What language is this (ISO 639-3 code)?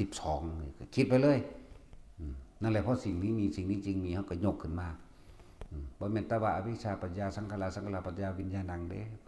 tts